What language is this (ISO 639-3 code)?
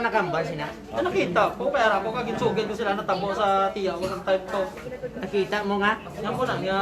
hil